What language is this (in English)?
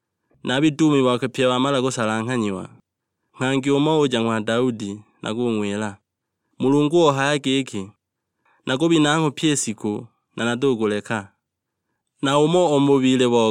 Sukuma